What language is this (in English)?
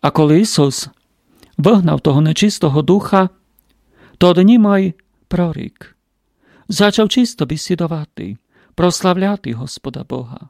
Rusyn